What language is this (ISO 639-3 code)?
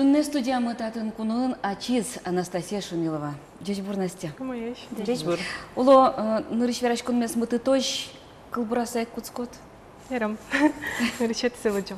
udm